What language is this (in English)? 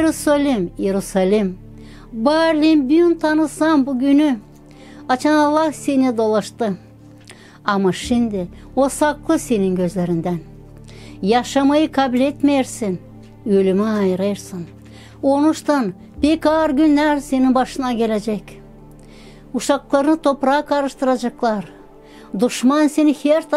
Gagauz